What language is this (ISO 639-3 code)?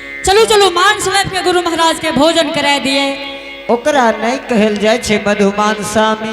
anp